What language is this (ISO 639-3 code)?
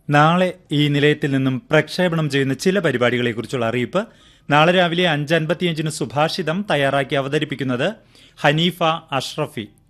mal